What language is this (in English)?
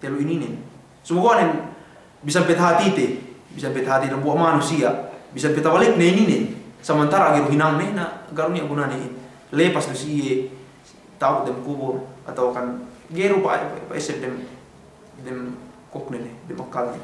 Yakan